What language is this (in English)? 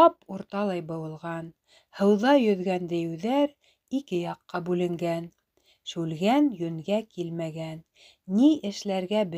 Bashkir